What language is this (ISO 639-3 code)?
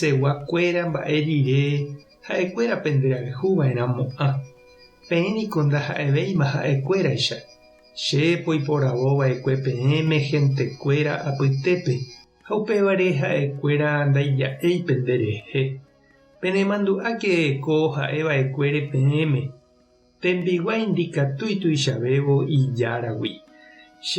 grn